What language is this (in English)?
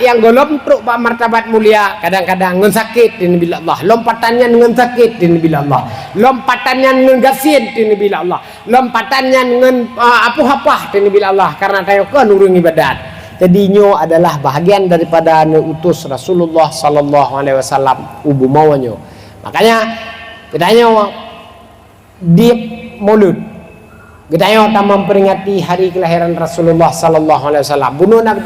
Achinese